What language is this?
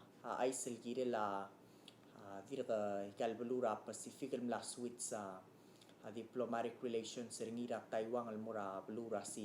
Palauan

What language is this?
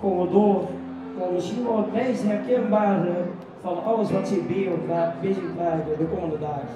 Limburgish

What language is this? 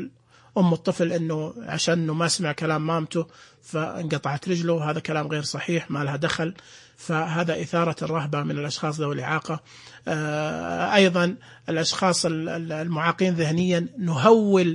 Najdi Arabic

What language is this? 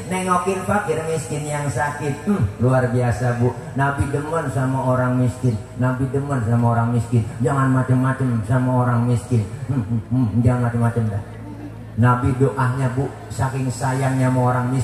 Betawi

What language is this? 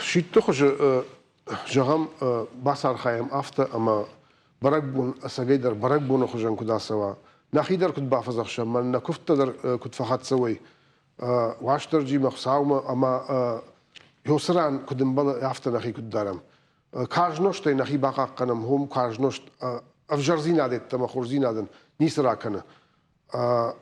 Ossetic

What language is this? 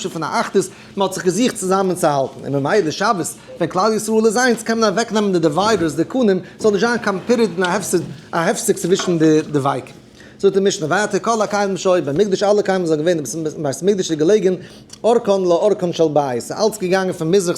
Yiddish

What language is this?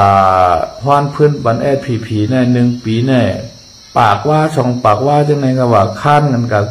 Shan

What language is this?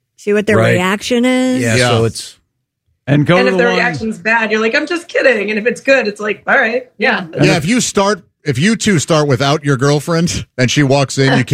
English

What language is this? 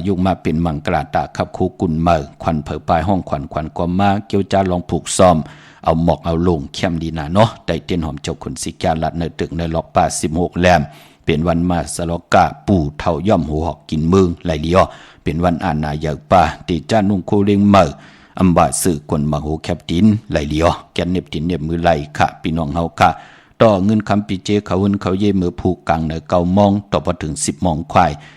Shan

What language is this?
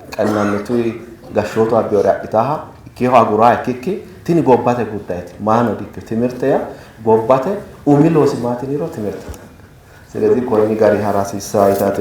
Sidamo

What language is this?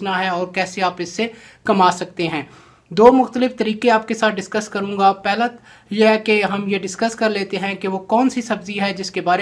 Hindi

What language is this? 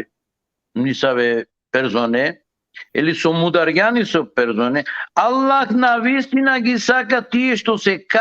Balkan Romani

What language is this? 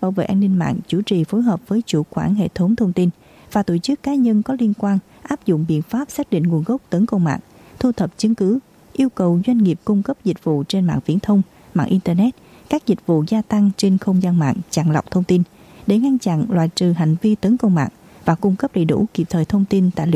Vietnamese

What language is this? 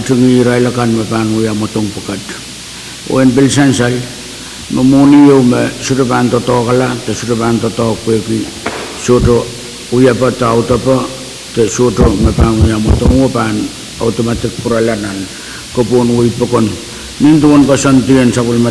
Pohnpeian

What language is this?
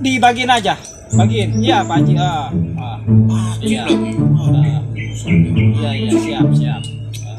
Betawi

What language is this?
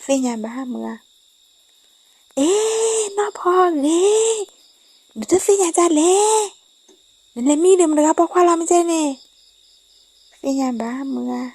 S'gaw Karen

